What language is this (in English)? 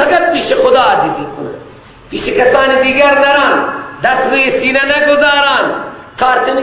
Persian